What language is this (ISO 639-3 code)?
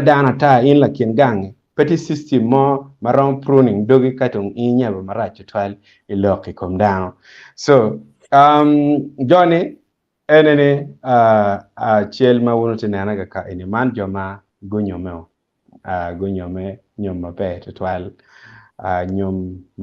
ach